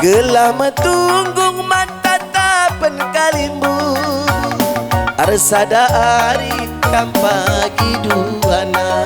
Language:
Batak Karo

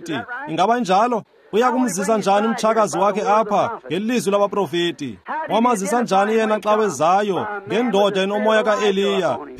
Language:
Xhosa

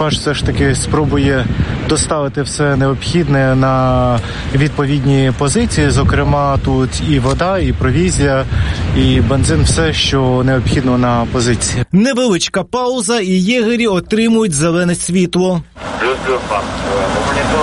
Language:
Ukrainian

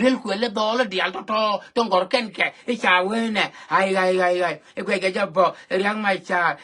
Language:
Nuer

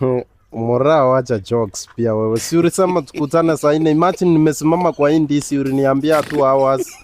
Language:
Swahili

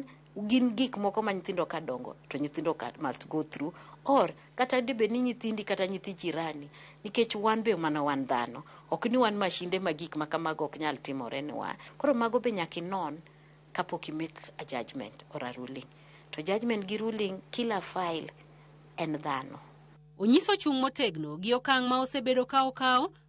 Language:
Luo (Kenya and Tanzania)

